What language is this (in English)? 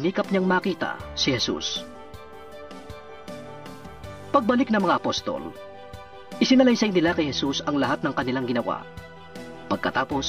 Filipino